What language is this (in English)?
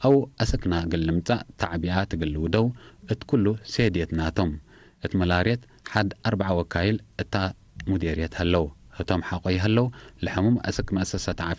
Tigre